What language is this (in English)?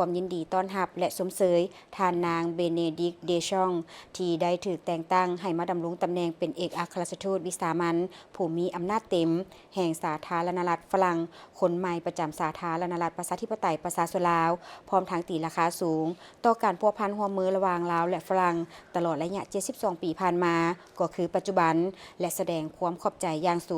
Lao